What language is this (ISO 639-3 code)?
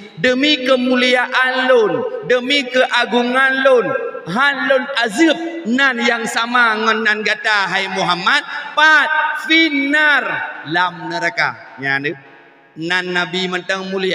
ace